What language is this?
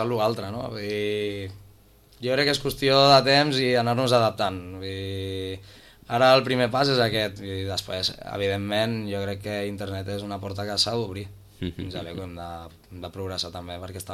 Catalan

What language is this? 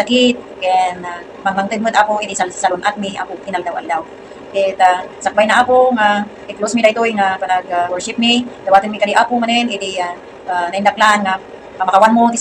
Iloko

